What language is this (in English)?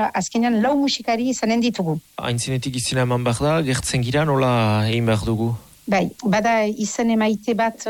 Basque